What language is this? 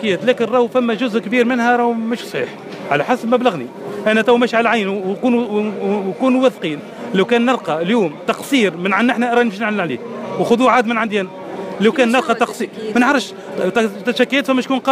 Tunisian Arabic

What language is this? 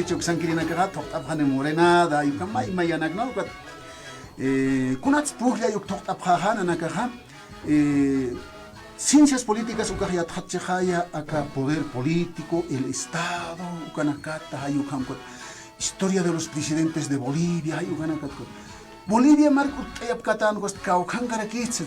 Aymara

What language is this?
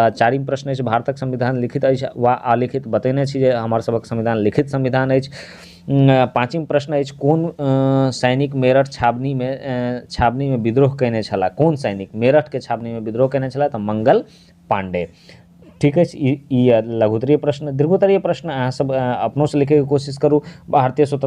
Maithili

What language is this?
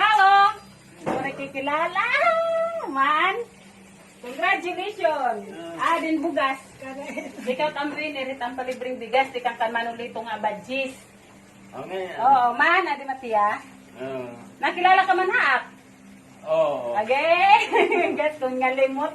Waray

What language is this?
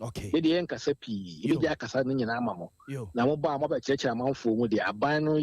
Akan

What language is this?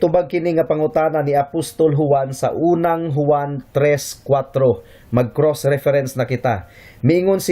Cebuano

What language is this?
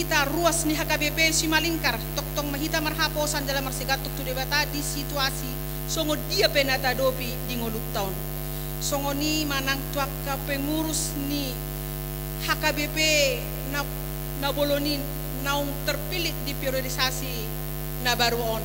Batak Toba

